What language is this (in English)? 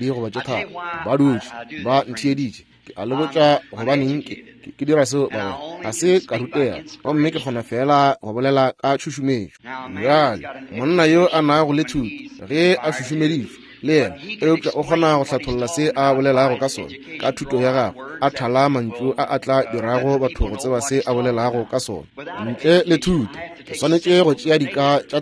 Northern Sotho